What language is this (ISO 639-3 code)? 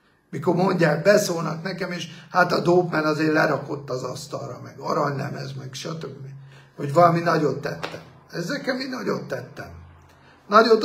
hun